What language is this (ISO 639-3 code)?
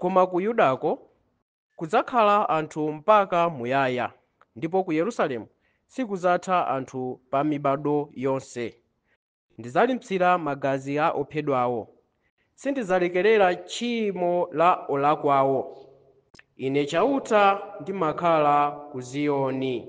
nya